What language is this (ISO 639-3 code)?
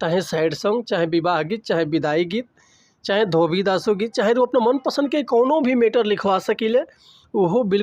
bho